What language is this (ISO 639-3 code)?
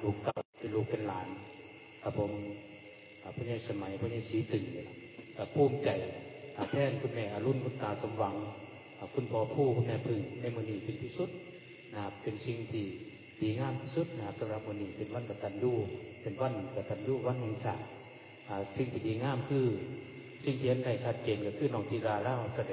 tts